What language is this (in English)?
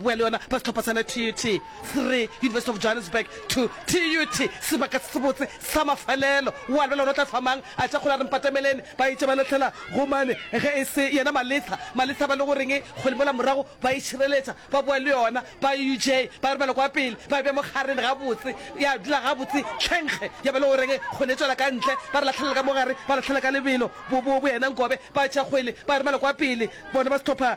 Northern Sotho